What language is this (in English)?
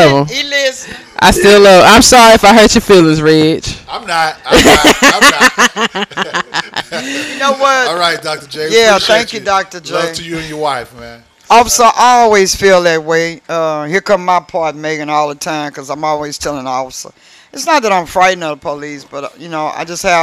English